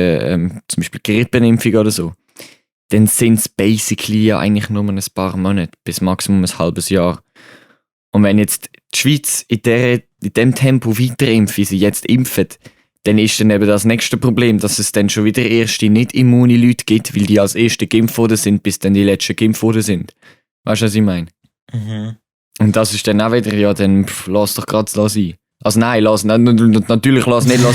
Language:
Swiss German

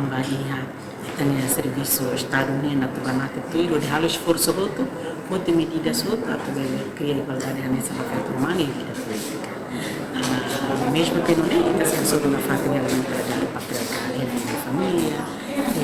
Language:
Tetum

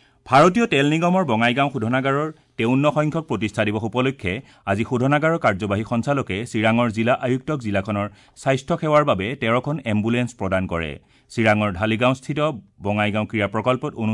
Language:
Assamese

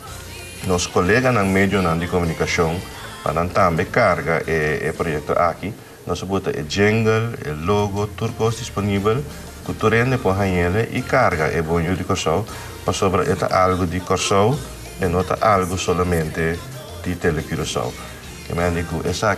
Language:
Papiamento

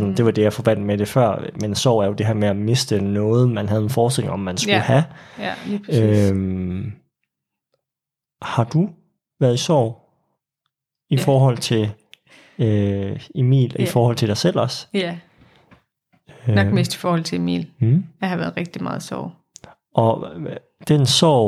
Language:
Danish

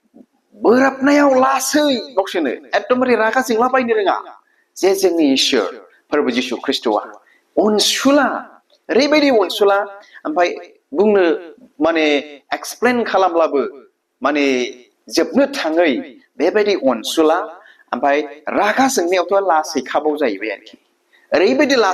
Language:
Bodo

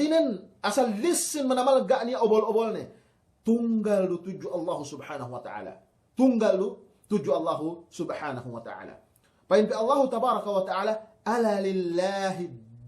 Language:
Yakan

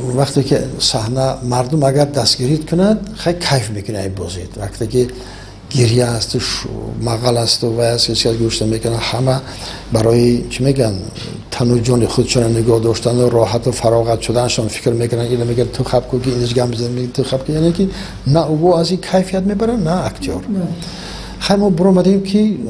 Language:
Tajik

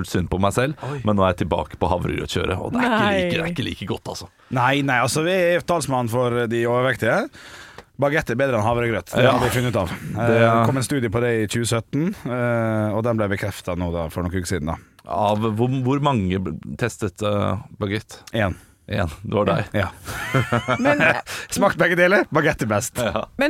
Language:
Norwegian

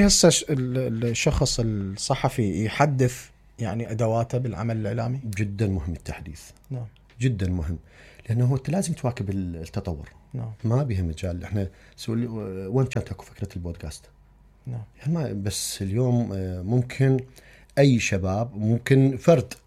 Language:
Mesopotamian Arabic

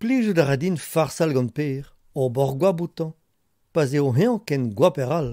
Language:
Breton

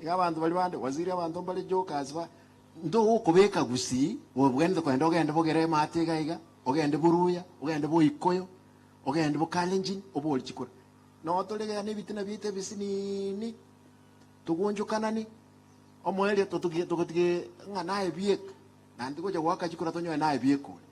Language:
Gusii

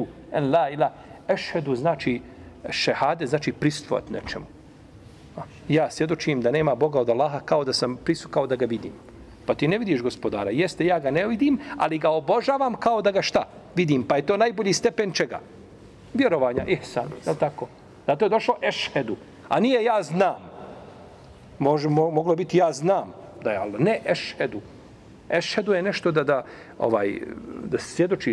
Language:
Bosnian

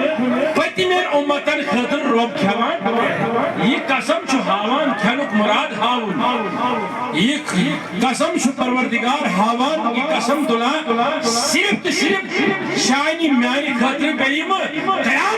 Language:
Kashmiri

